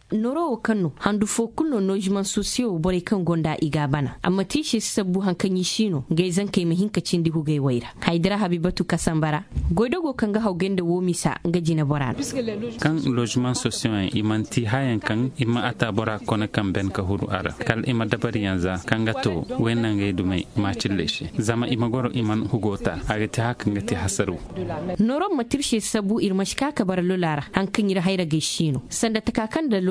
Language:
Zarma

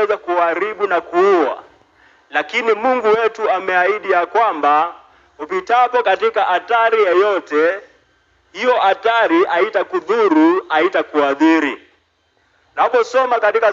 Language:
Swahili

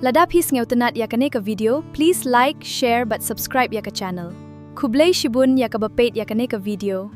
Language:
Khasi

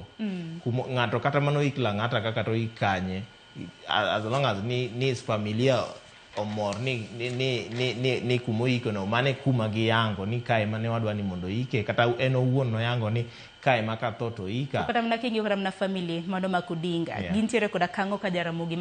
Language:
Luo (Kenya and Tanzania)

